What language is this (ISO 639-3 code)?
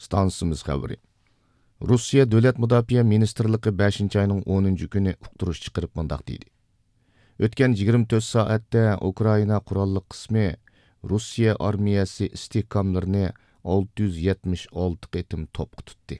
uig